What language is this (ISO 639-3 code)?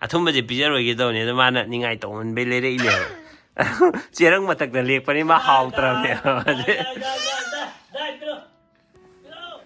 mni